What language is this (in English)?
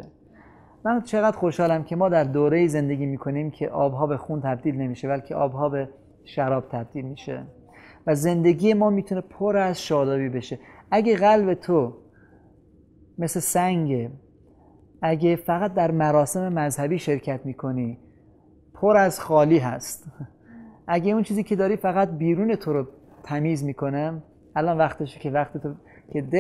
Persian